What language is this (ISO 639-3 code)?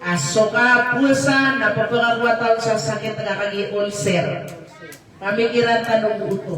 mrw